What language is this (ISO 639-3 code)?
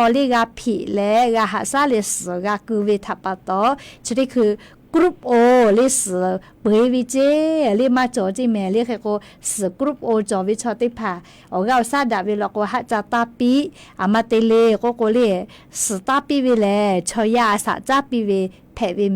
lhu